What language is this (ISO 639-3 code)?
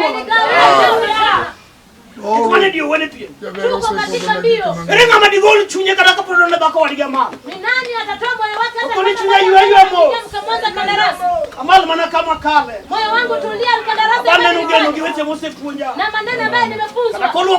luo